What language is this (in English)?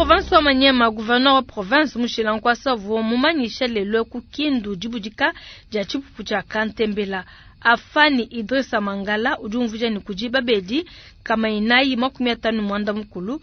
Luba-Lulua